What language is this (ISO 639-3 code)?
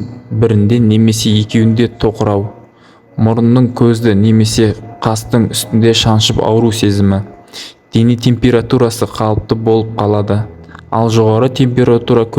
kaz